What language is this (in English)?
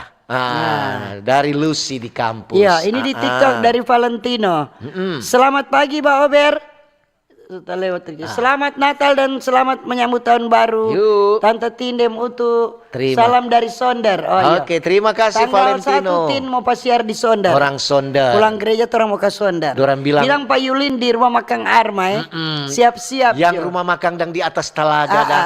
Manado Malay